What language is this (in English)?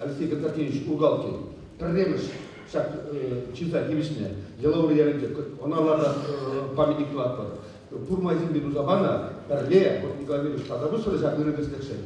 Chuvash